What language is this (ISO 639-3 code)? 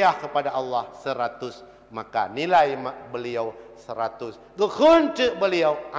ace